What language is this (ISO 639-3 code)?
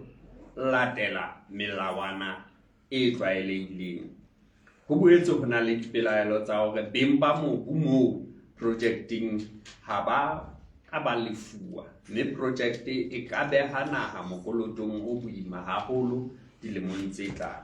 sot